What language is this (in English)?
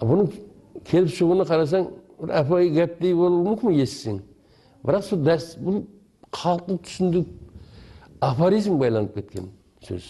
Kara-Kalpak